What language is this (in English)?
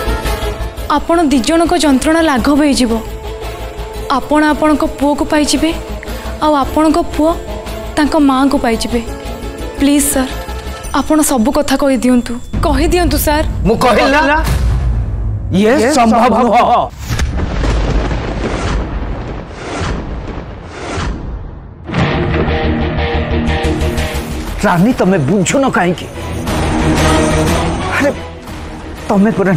Odia